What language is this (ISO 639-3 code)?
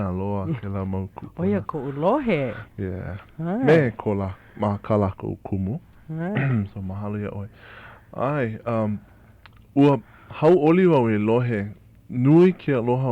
haw